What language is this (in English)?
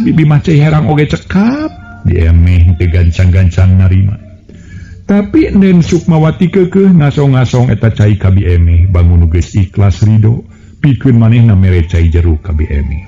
Sundanese